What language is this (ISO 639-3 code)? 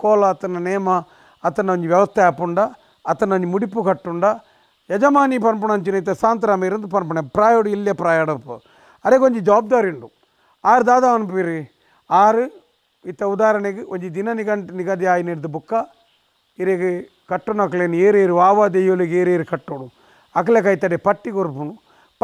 tcy